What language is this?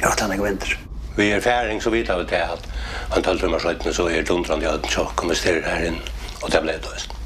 Faroese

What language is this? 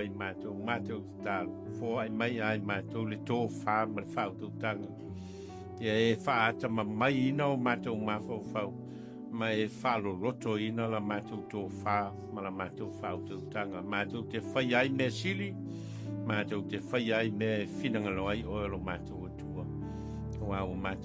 Samoan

